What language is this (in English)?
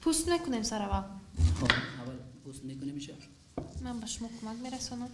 Tajik